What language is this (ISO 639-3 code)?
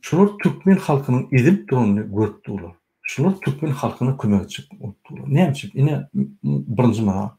tuk